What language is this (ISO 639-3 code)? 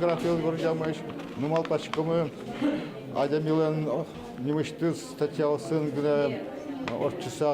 udm